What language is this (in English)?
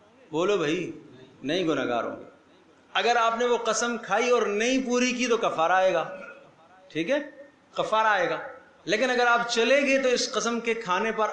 Urdu